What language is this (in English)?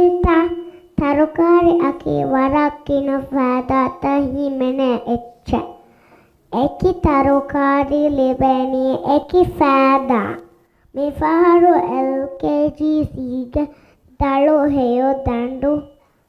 Divehi